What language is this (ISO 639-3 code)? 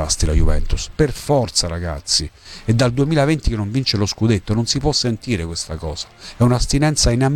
ita